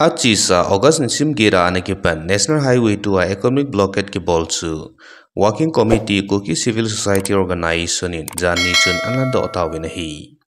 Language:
Thado Chin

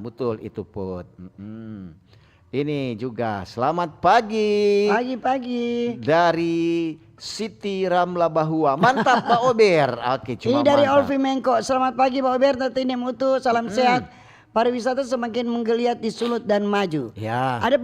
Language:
Manado Malay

